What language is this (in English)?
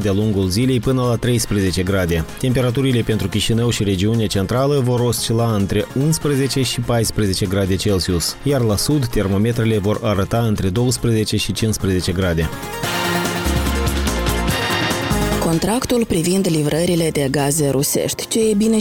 Romanian